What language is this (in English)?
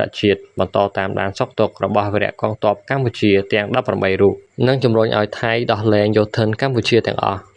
Khmer